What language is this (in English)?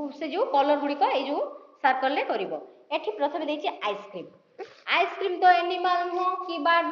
Odia